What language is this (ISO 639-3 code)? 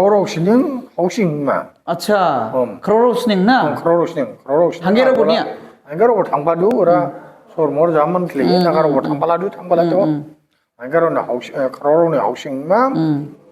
dis